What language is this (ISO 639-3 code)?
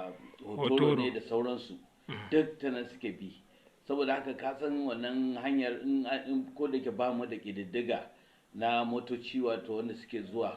hau